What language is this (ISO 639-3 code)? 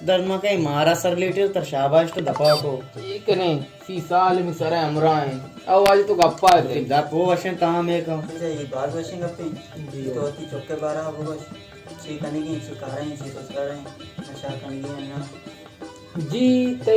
bal